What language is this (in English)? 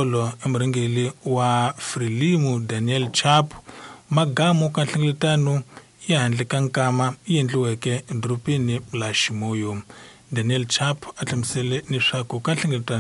Tsonga